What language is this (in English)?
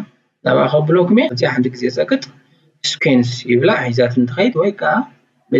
Tigrinya